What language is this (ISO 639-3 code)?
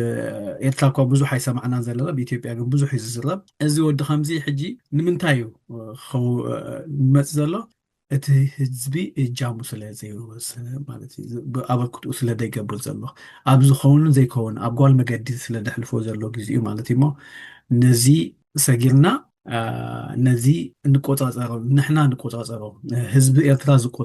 tir